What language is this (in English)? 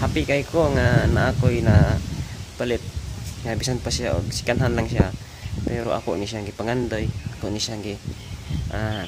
Cebuano